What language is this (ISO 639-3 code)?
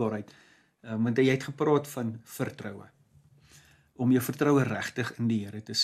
afr